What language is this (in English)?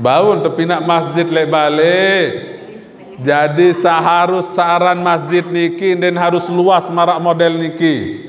Sasak